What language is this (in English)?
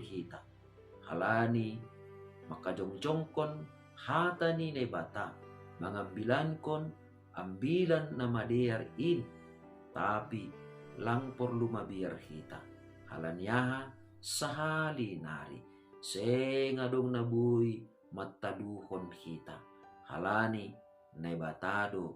Batak Simalungun